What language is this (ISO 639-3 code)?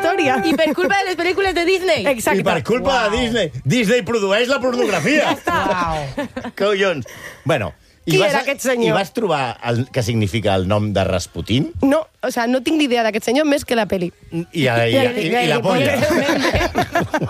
cat